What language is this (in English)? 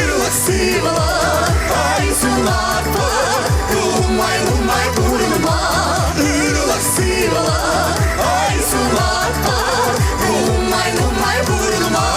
Chuvash